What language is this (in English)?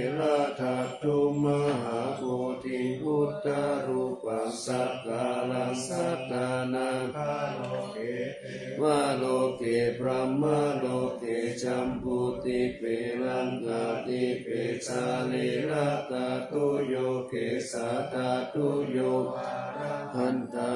Pali